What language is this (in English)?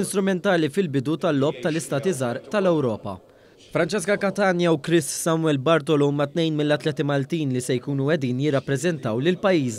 Maltese